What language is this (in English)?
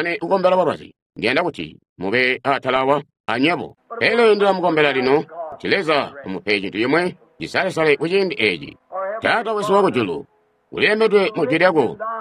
Tonga (Zambia)